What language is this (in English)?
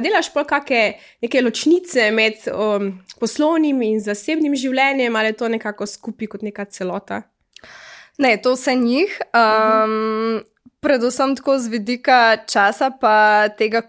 Slovenian